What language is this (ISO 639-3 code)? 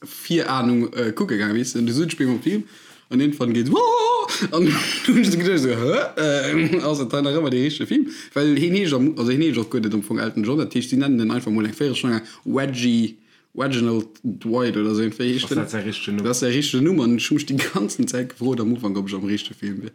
ltz